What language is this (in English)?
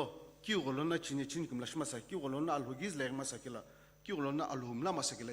Sumi Naga